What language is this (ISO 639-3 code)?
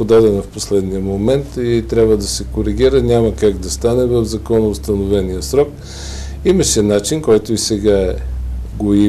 bul